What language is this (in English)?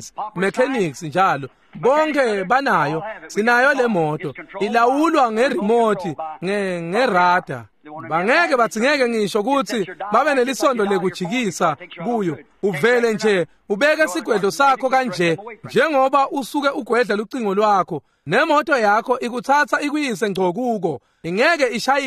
Swati